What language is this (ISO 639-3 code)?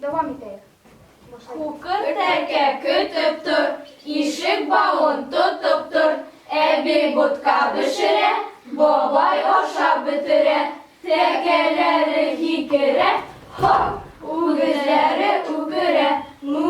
bak